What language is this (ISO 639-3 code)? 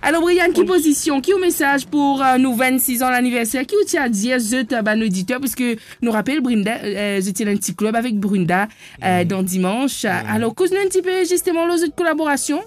mfe